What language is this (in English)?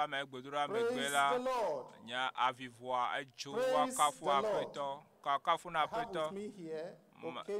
Ewe